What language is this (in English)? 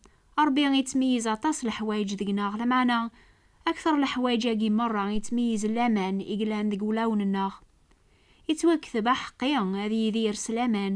Kabyle